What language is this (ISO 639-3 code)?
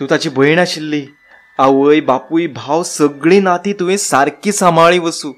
kok